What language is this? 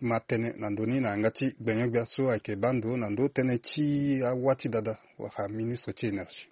Sango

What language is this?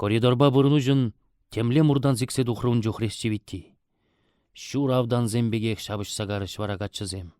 Chuvash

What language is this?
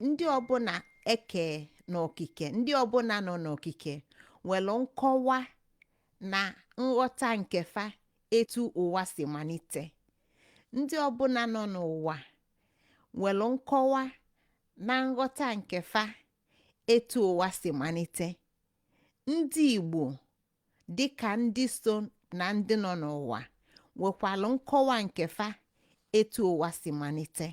Igbo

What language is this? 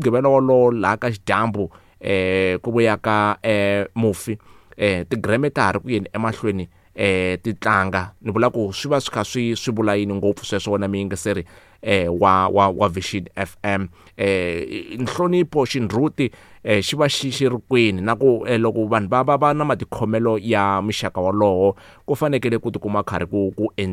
Tsonga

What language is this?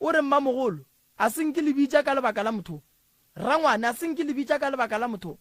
Northern Sotho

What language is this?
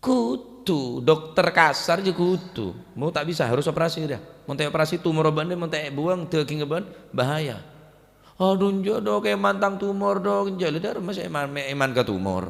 Madurese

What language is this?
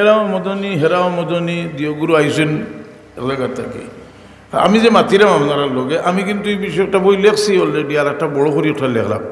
Sylheti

